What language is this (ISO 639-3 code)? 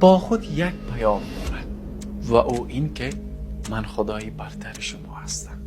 tgk